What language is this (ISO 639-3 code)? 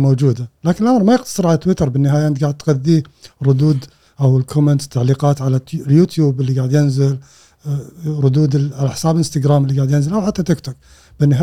afb